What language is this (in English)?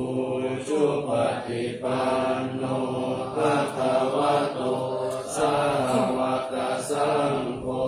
Pali